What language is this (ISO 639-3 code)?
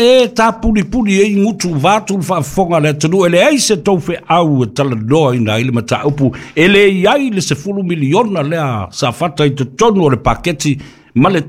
smo